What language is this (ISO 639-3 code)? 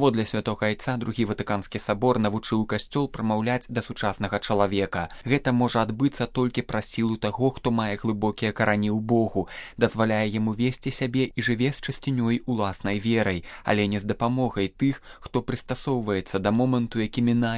bel